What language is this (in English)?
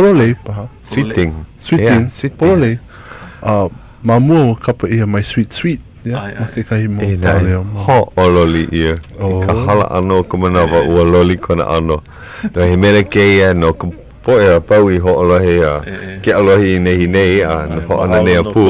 Hawaiian